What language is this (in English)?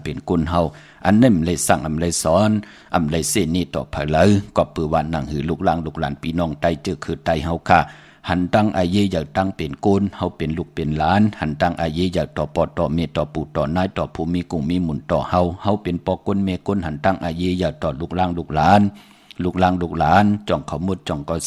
Shan